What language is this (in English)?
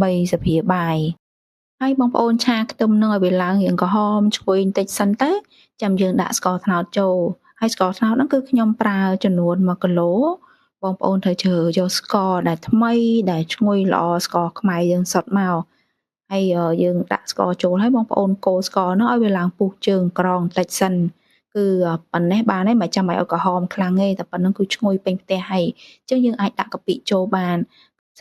Khmer